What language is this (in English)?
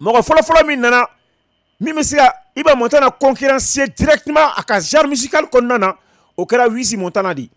Bambara